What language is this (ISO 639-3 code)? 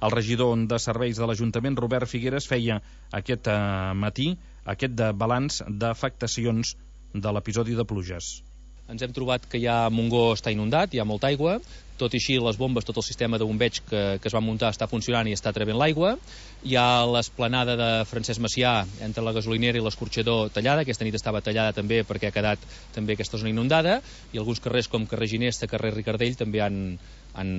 cat